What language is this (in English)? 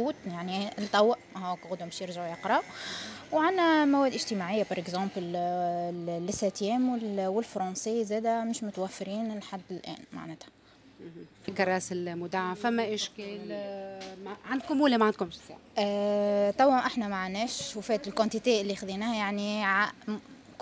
Tunisian Arabic